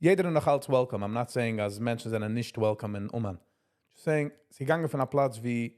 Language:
Yiddish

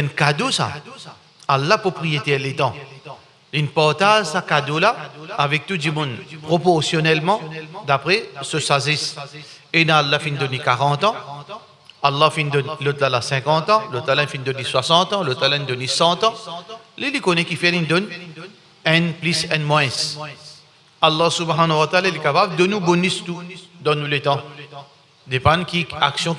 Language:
Morisyen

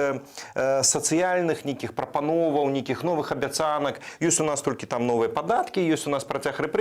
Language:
Belarusian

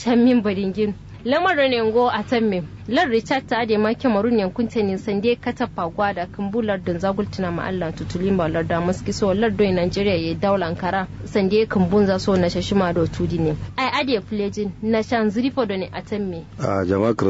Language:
Kanuri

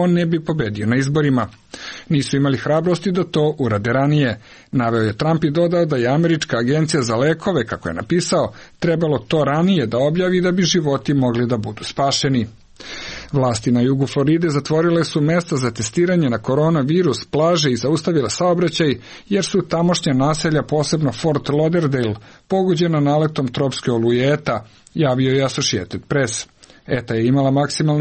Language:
Serbian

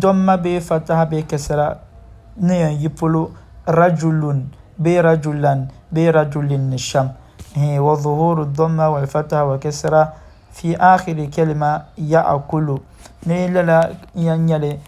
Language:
Dagbani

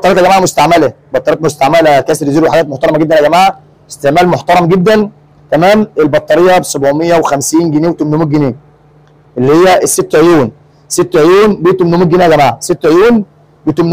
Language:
Egyptian Arabic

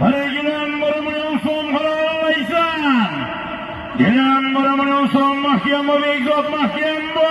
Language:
Uzbek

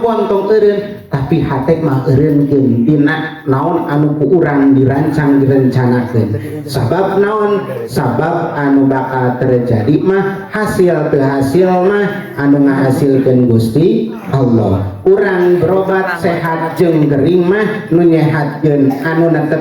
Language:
Sundanese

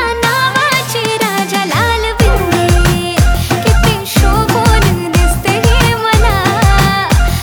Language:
Marathi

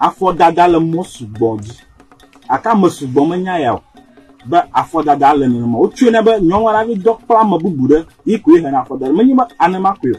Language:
Ewe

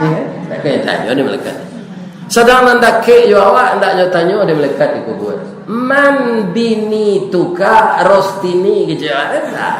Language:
Minangkabau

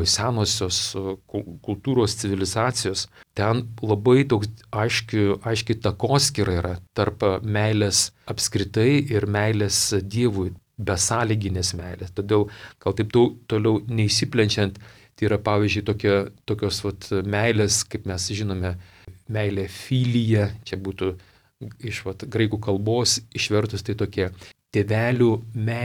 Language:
Lithuanian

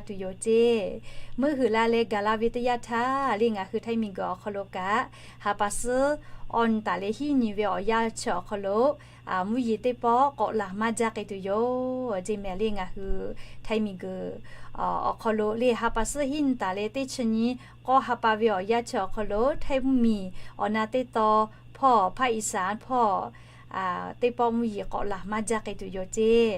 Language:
Lahu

